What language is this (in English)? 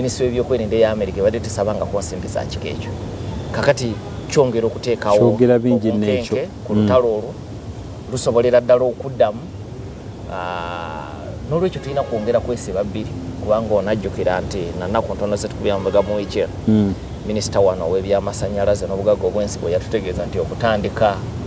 Ganda